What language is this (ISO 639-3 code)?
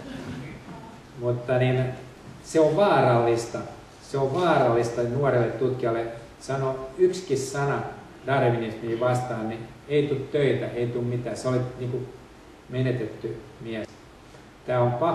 fin